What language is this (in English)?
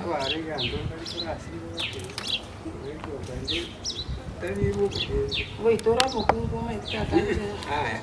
Gusii